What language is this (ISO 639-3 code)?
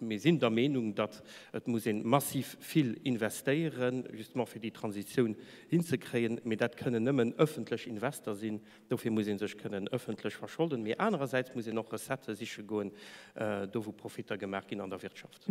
ltz